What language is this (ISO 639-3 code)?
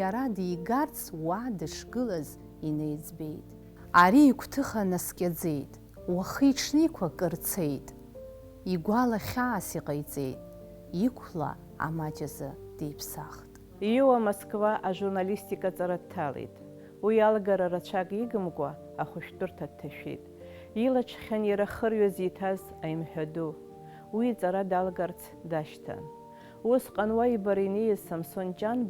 abk